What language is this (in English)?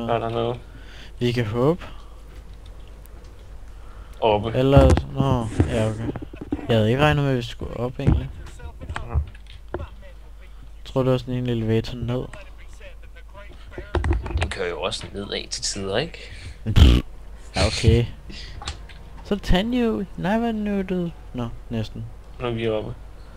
Danish